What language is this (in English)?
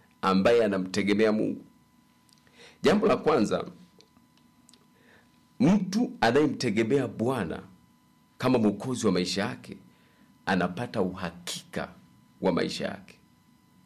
Swahili